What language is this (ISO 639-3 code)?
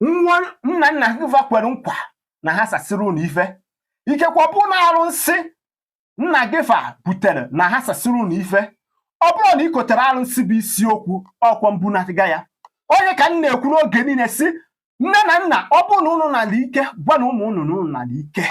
ibo